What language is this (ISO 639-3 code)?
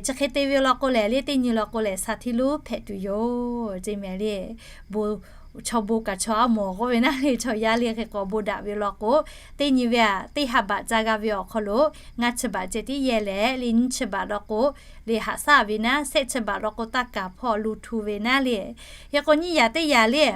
lhu